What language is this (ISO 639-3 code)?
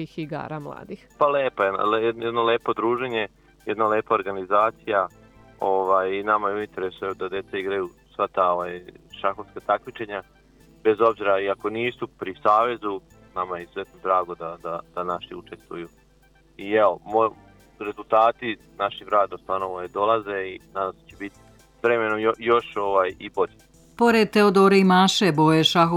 srp